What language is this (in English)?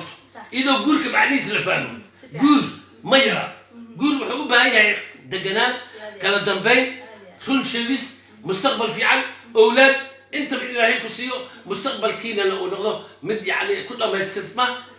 Somali